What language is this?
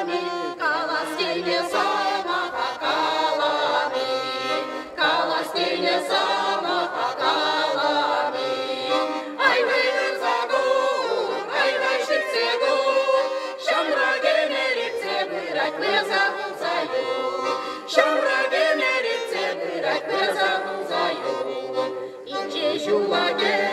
Chuvash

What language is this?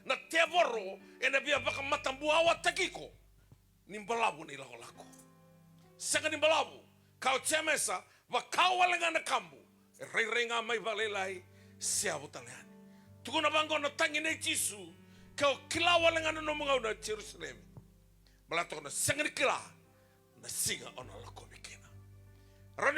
Fijian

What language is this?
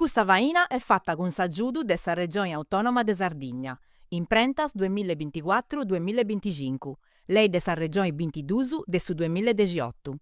Sardinian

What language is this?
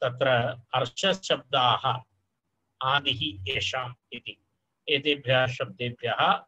Sanskrit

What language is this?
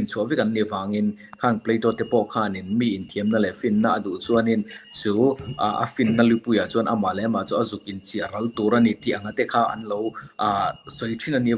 Mizo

